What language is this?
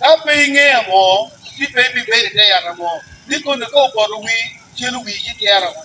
Acoli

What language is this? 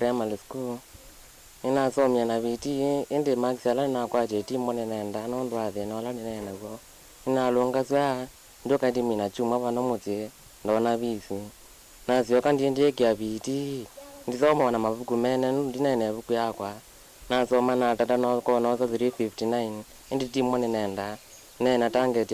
Kamba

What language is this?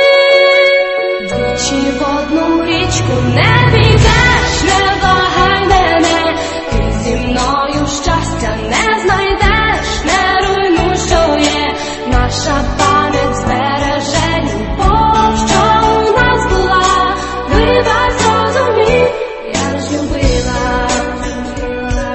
Ukrainian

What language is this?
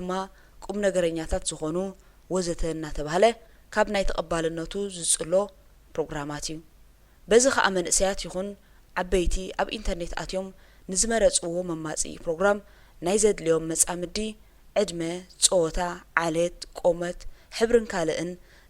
Tigrinya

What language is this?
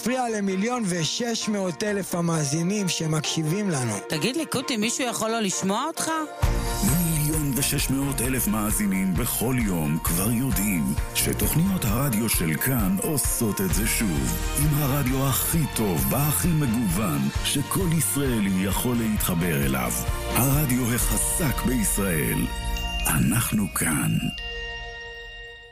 Hebrew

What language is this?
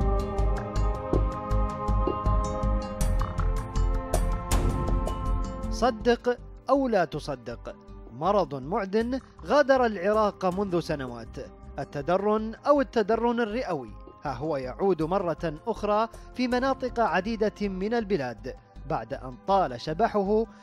Mesopotamian Arabic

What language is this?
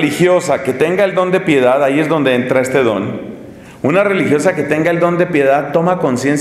Spanish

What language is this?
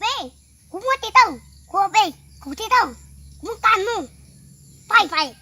Hmong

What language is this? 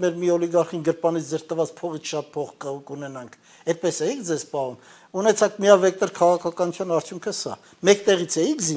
Armenian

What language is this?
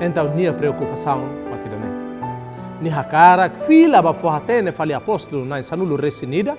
Tetum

